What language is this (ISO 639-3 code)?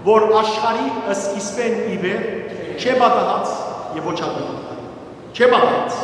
hyw